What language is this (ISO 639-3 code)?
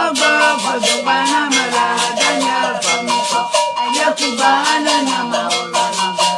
ewe